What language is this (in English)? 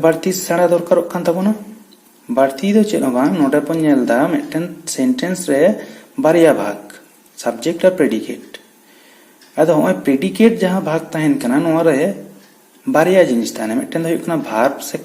Santali